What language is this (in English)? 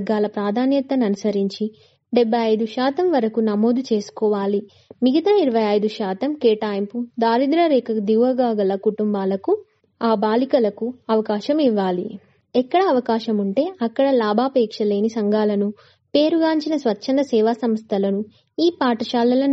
Telugu